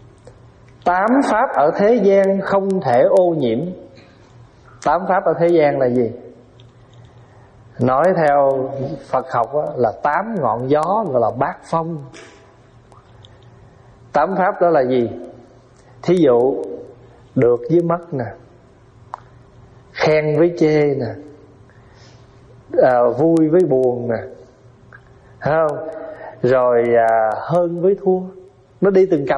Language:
Vietnamese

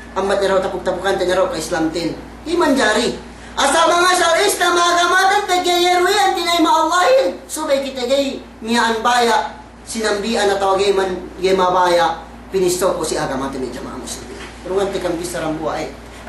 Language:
Yakan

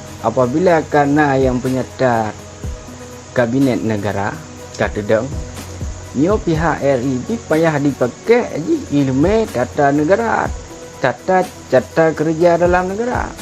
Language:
Achinese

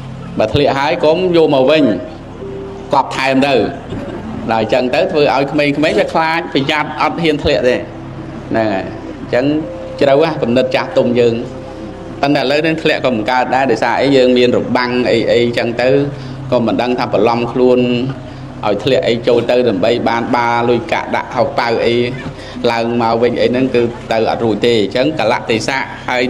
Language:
Khmer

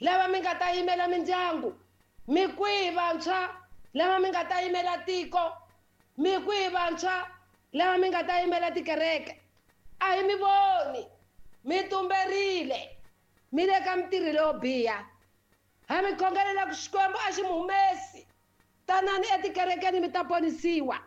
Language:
Tsonga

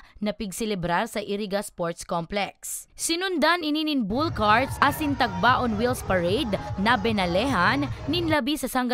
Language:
Bikol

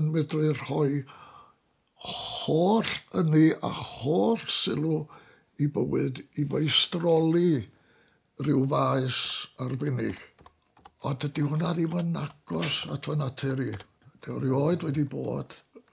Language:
Welsh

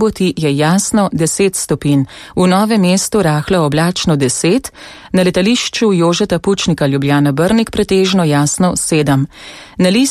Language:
Slovenian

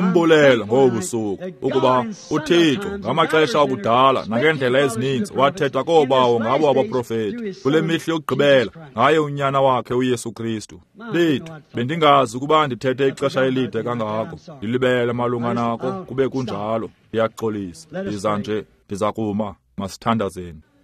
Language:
Xhosa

